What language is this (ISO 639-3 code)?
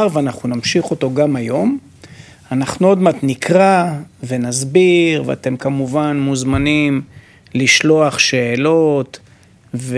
heb